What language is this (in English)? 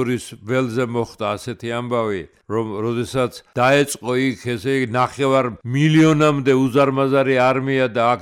Georgian